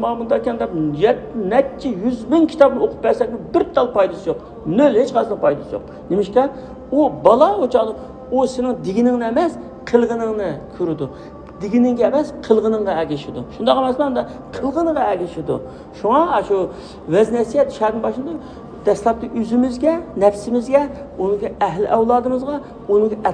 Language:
Uyghur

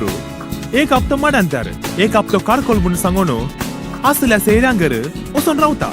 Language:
Konkani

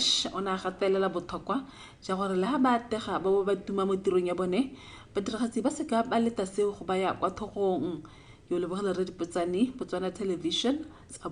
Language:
Tswana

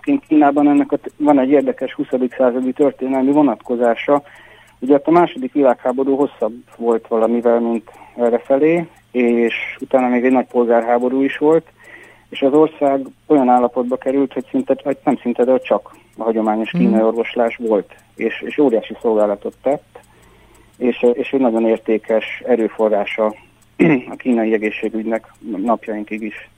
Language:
Hungarian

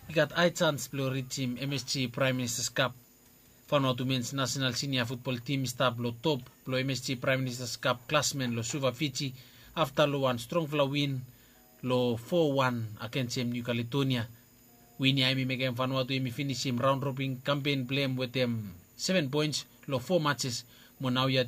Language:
Bislama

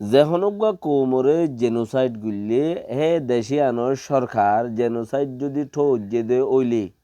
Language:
Rohingya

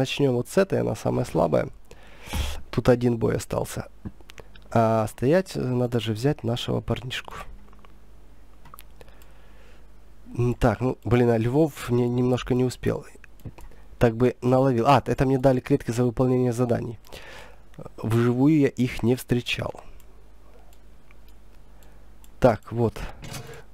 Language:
Russian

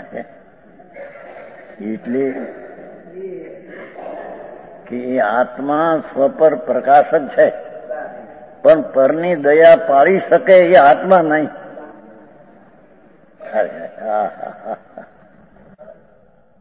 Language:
Gujarati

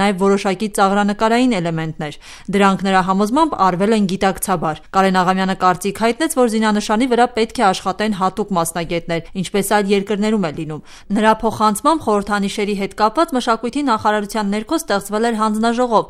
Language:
Armenian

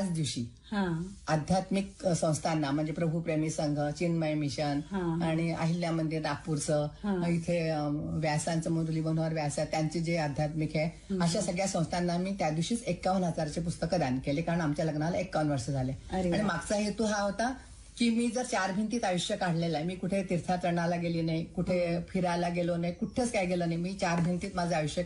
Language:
Marathi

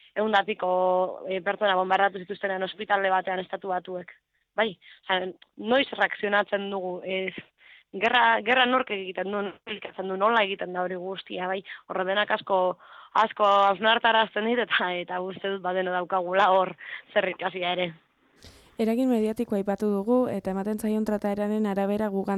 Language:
Basque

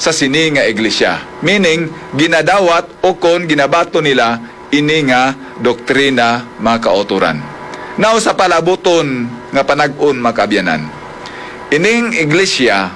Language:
Hiligaynon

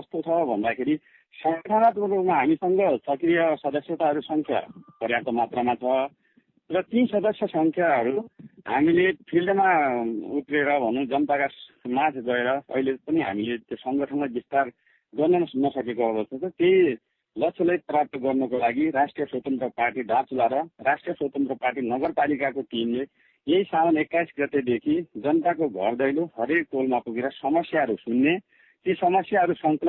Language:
Nepali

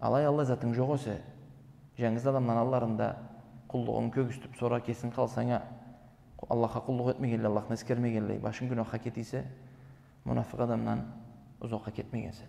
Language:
Karachay-Balkar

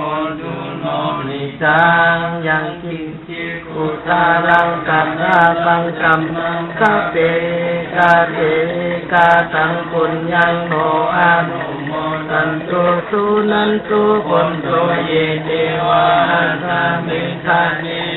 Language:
Pali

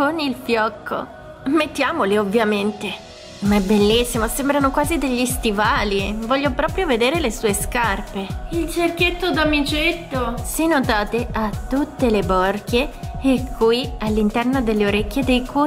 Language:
Italian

